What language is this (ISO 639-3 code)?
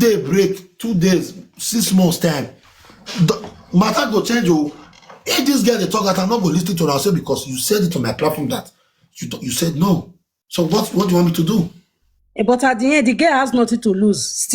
pcm